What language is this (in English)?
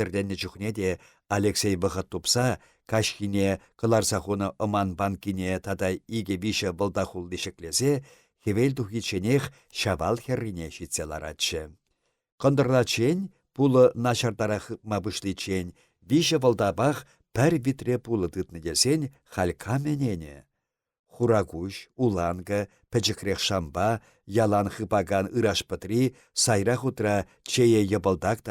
Chuvash